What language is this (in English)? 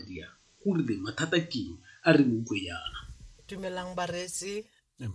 Tswana